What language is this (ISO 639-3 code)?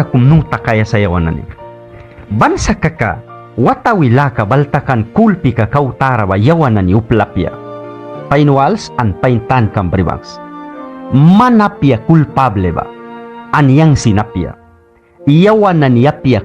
miq